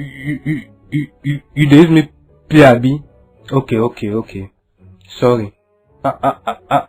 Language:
Nigerian Pidgin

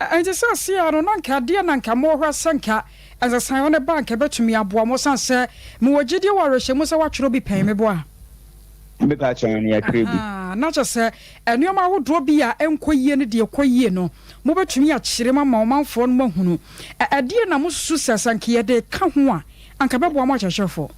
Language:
Akan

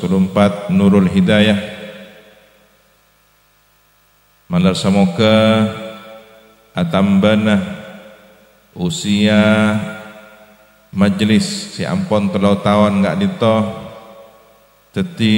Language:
Madurese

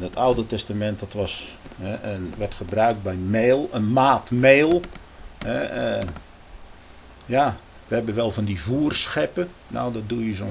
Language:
Dutch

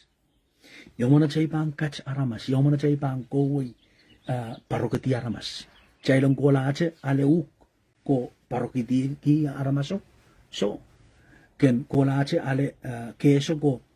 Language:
Pohnpeian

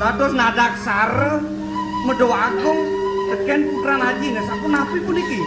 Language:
Balinese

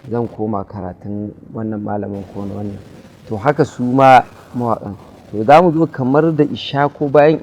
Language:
Hausa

